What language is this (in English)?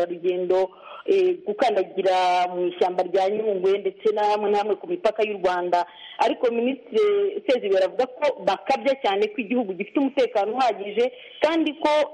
Kinyarwanda